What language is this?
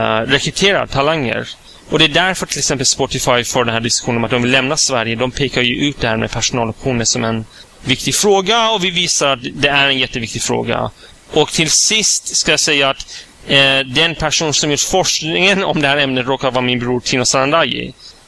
Swedish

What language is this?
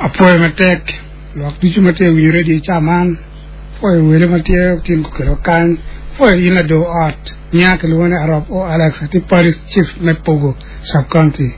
Acoli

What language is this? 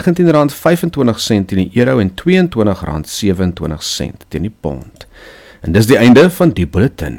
Afrikaans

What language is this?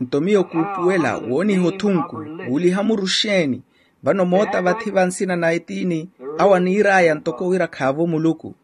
Makhuwa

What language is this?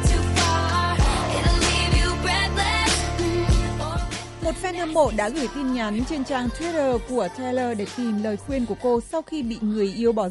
Vietnamese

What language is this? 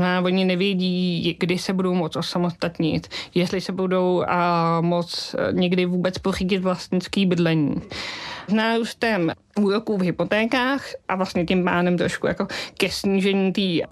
Czech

